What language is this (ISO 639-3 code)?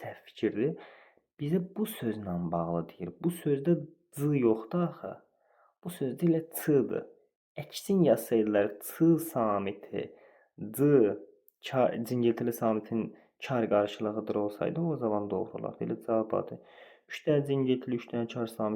aze